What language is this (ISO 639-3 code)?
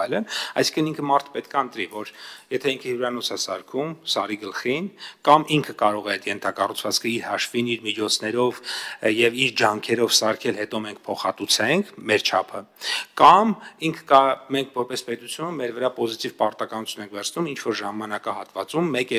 hye